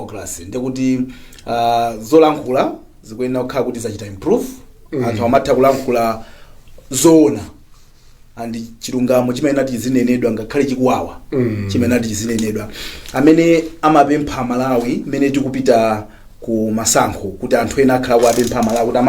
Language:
Nyanja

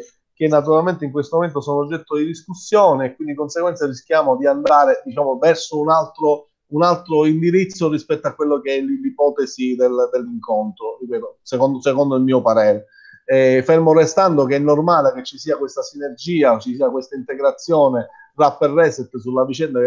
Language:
Italian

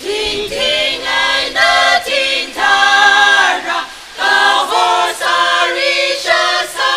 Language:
Tangkhul Naga (India)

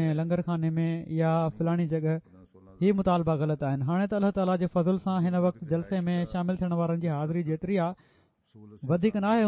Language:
Sindhi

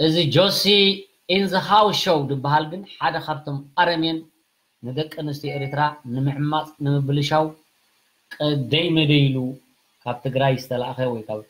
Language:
Tigrinya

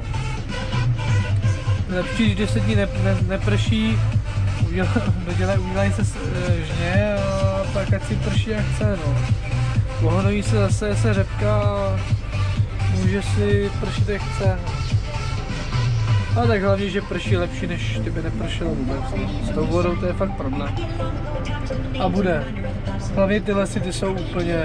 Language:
Czech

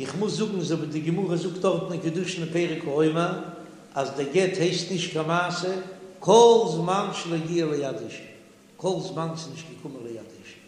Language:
Yiddish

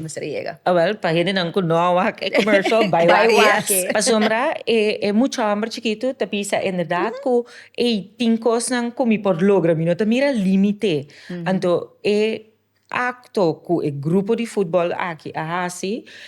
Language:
Papiamento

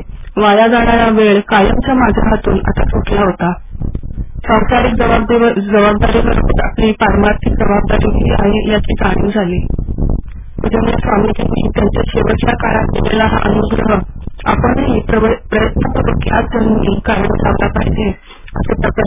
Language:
Marathi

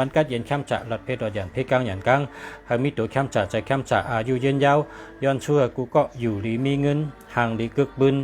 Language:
Shan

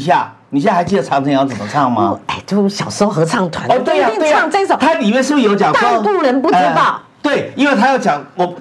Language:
Chinese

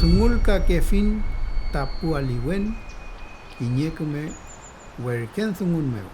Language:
Mapuche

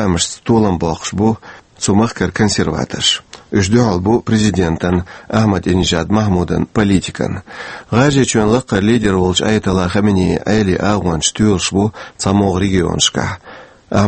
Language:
Chechen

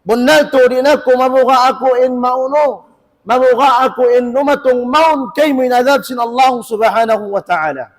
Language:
Tausug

